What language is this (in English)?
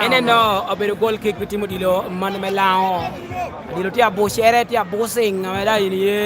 Lango (Uganda)